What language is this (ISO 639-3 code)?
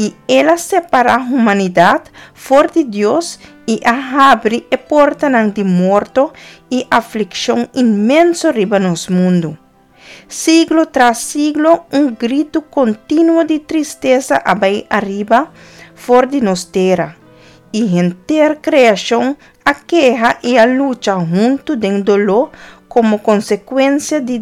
pap